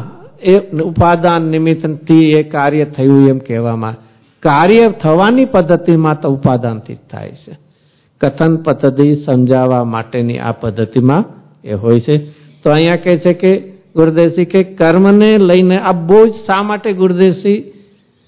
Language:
Gujarati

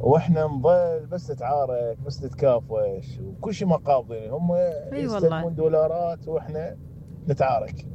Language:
Mesopotamian Arabic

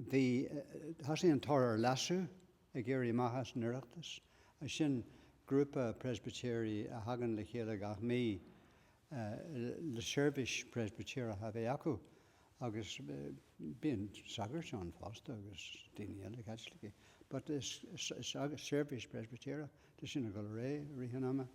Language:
Irish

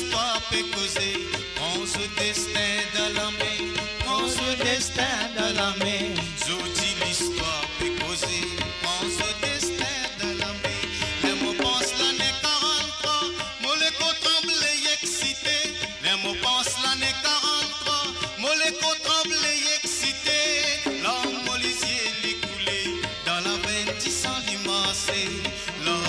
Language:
Morisyen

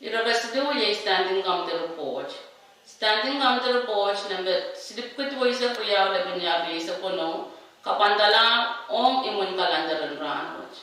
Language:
Pohnpeian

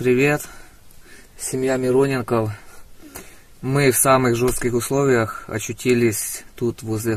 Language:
Russian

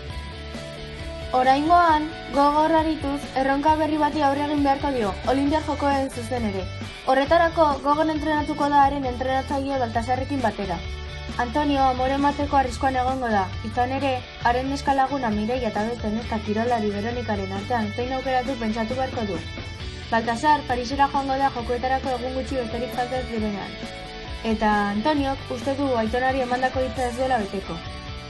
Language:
Basque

